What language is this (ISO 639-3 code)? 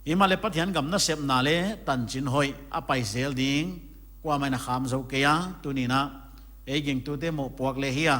pck